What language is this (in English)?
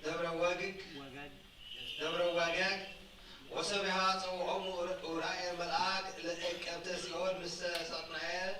Geez